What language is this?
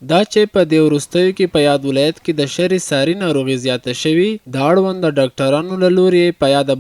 Pashto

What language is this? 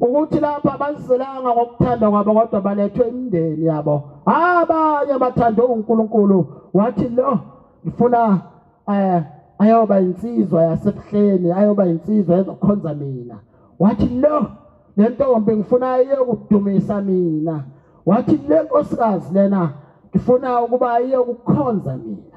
Zulu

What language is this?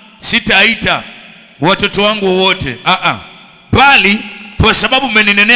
Swahili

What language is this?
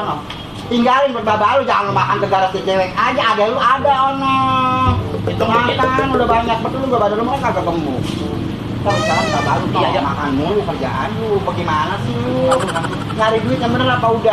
Betawi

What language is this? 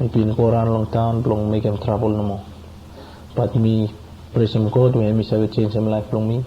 Bislama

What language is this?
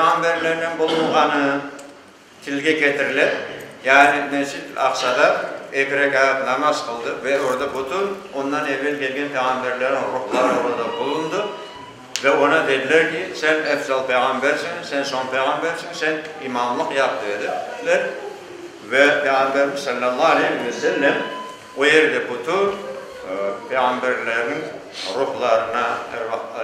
Crimean Tatar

